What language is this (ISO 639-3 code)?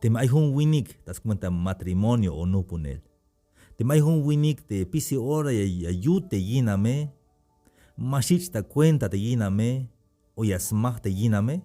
tzh